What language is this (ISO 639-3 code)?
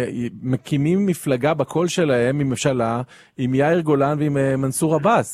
heb